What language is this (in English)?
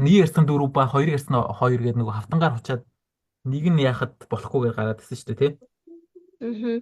Mongolian